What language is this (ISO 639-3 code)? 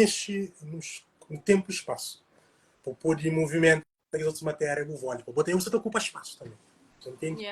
kea